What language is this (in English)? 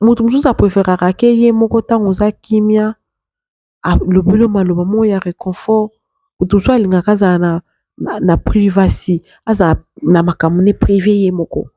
Lingala